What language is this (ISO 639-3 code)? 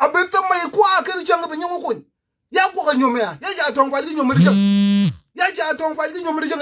nus